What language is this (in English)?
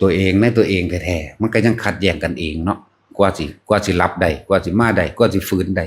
Northeastern Thai